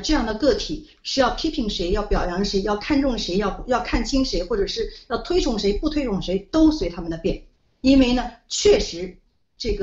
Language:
Chinese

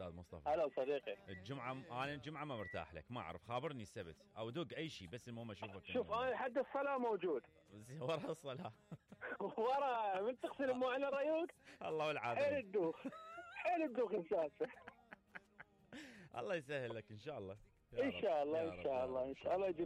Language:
Mesopotamian Arabic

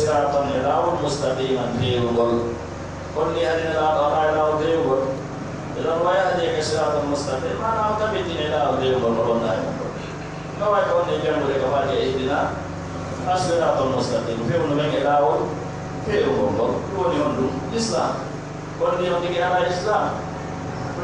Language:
Pular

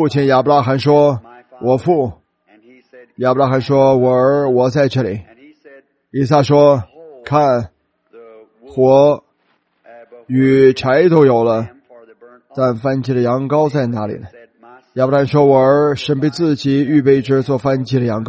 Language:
Chinese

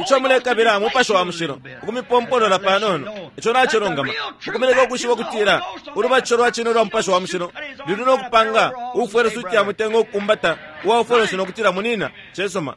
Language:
Bemba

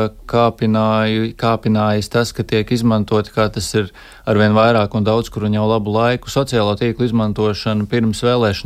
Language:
Latvian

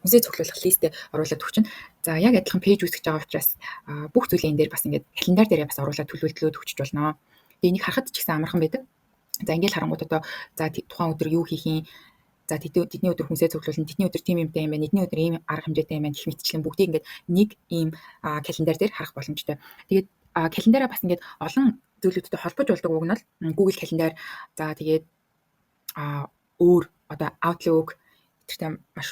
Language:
Mongolian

